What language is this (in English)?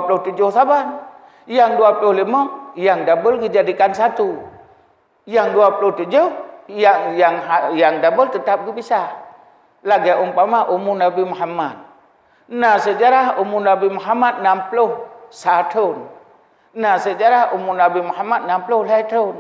Achinese